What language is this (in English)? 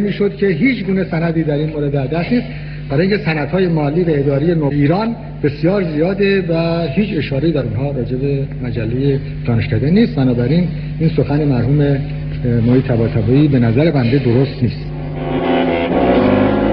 Persian